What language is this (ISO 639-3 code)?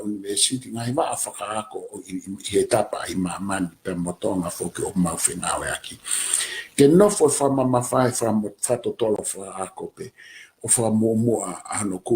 ton